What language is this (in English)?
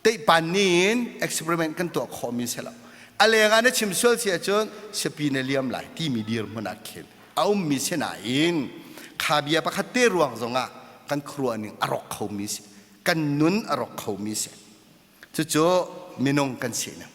Hakha Chin